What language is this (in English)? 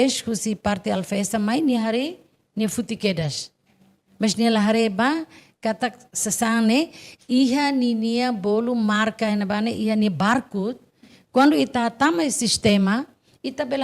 Tetum